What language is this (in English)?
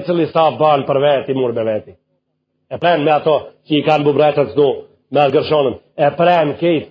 Albanian